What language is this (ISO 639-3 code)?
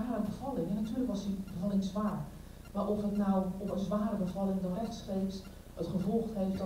nld